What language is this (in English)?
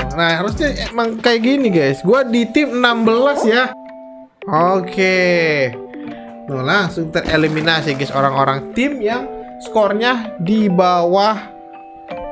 Indonesian